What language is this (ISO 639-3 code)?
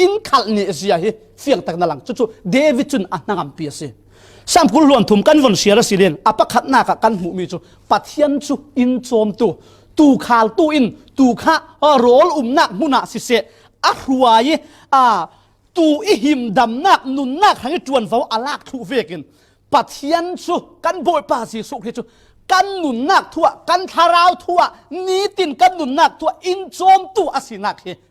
cfm